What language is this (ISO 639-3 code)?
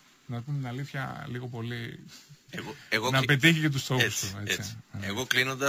ell